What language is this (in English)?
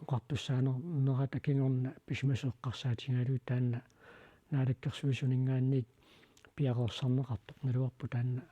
Kalaallisut